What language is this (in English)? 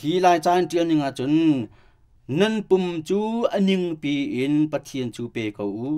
Hakha Chin